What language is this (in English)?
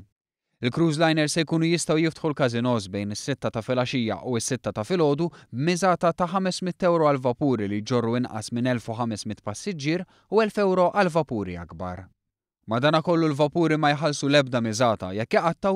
Maltese